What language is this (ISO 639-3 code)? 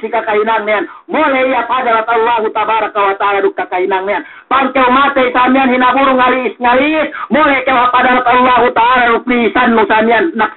yka